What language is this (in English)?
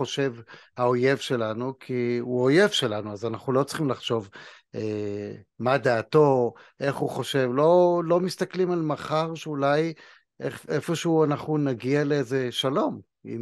Hebrew